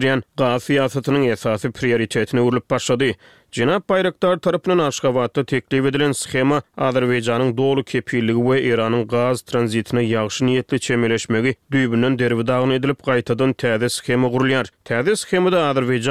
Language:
Turkmen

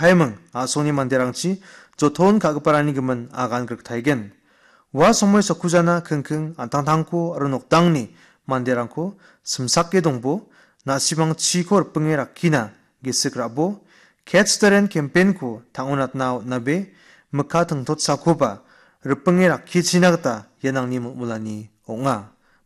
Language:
Garo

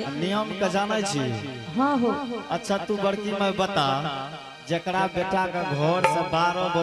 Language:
Angika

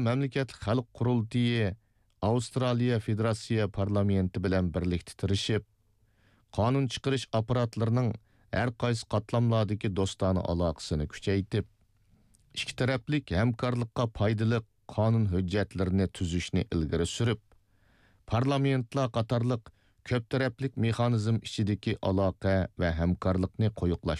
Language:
Uyghur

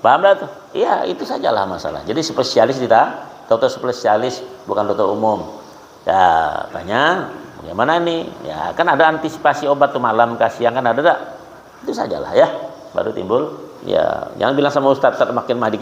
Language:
Banjar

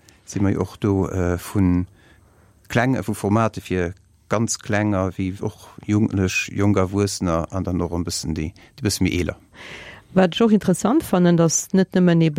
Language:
Luxembourgish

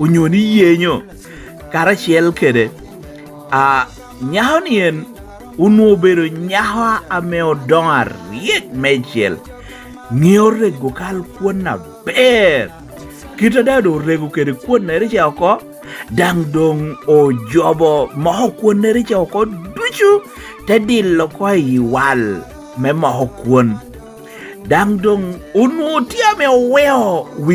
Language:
Lango (Uganda)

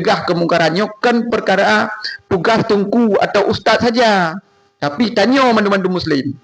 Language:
Achinese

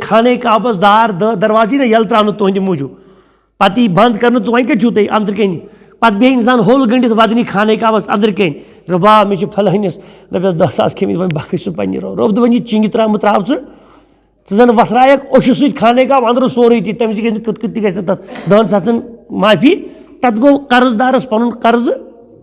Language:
Kashmiri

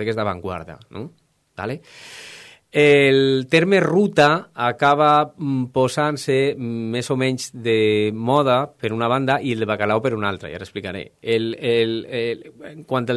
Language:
Catalan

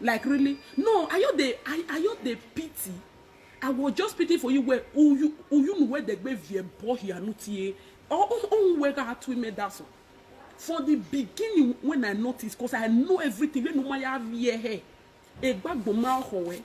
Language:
Nigerian Pidgin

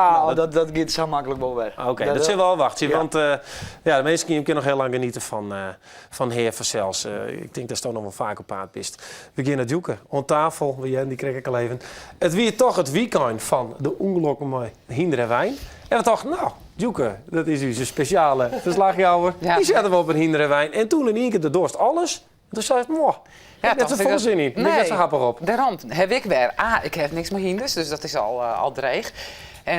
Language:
Western Frisian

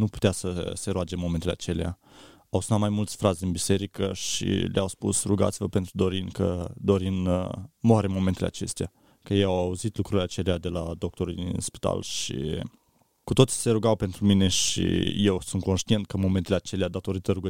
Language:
Romanian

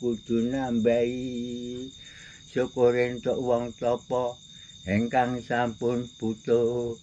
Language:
Javanese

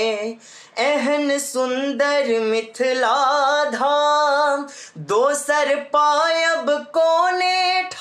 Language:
Maithili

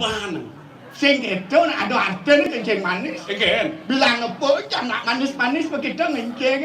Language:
Balinese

